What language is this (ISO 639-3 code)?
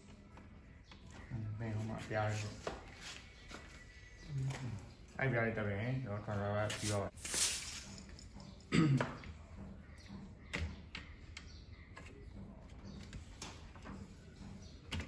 mya